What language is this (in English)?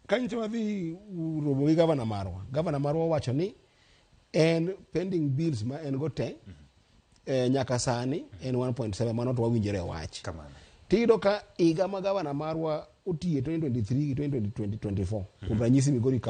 Luo (Kenya and Tanzania)